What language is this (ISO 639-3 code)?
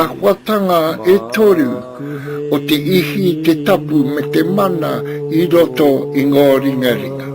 mri